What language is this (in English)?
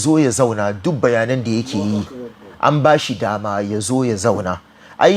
Hausa